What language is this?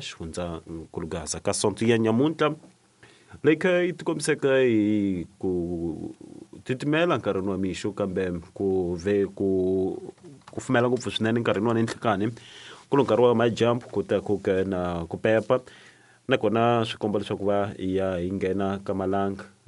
Tsonga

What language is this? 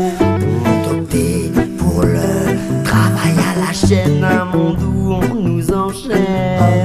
French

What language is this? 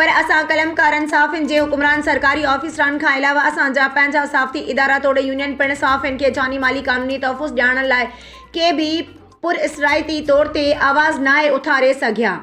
Sindhi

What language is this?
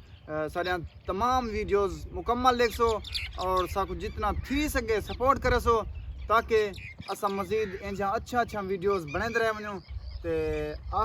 Saraiki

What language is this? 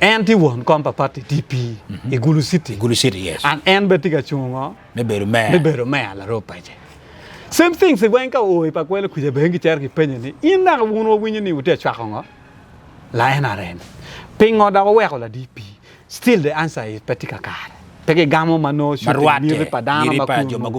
Acoli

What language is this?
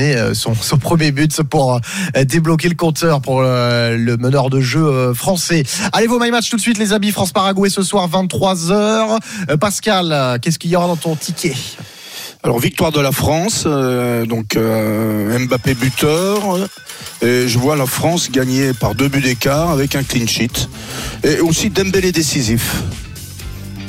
French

